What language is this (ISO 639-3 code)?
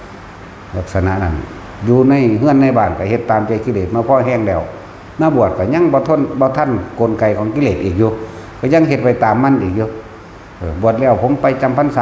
tts